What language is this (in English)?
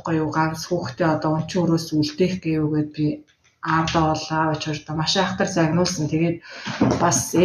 Mongolian